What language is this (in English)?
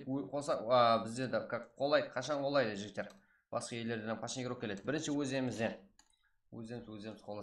Kara-Kalpak